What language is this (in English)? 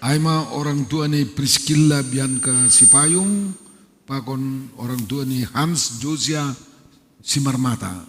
Batak Simalungun